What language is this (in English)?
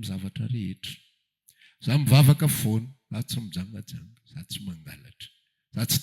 Malagasy